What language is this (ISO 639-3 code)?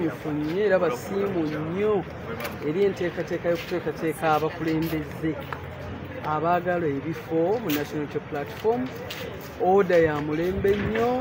lug